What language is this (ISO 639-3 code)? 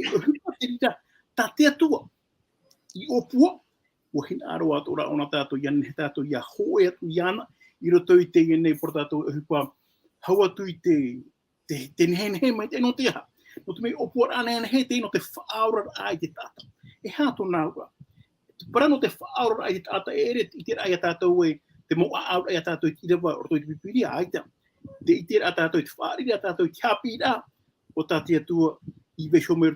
tah